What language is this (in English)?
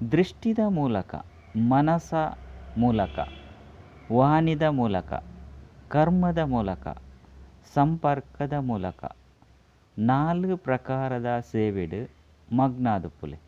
Tulu